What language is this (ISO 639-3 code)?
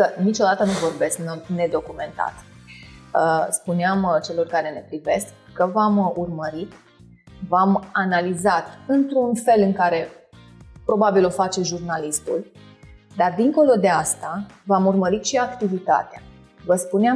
ron